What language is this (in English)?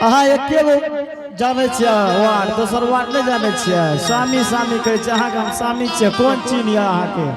Angika